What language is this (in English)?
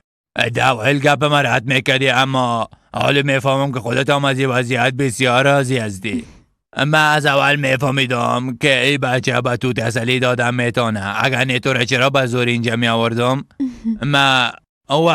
Persian